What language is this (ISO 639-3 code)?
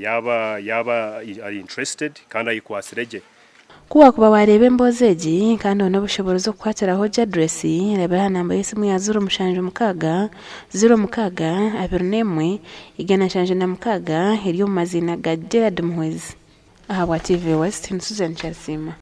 nyn